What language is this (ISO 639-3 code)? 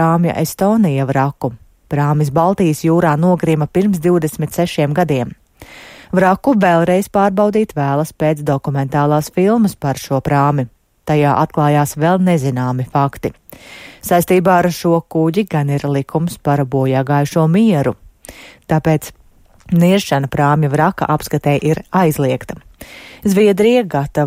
lav